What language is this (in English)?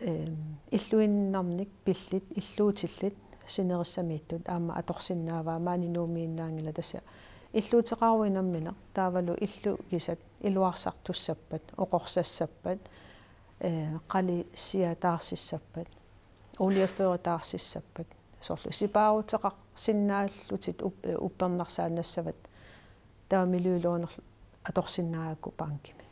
Kalaallisut